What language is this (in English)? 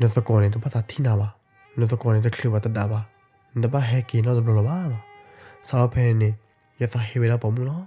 S'gaw Karen